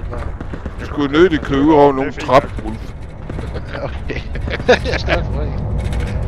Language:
Danish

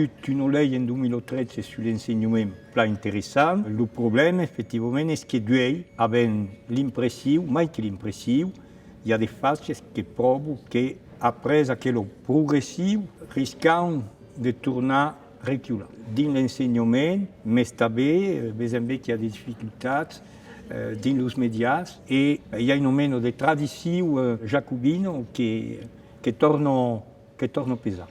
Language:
Occitan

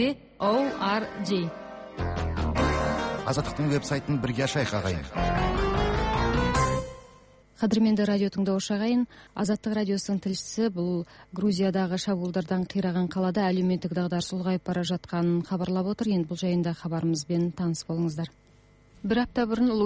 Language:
Kazakh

